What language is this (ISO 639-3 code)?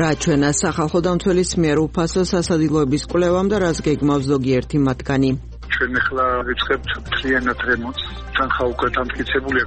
kat